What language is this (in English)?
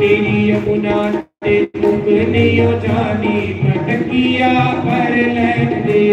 Dogri